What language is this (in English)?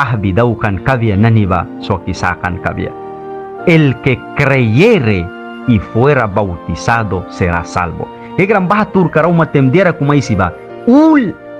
Mískito